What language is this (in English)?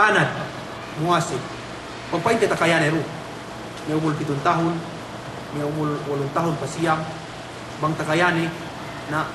Yakan